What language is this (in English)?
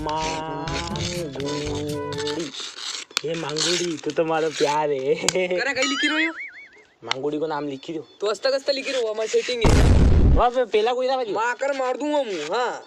Rajasthani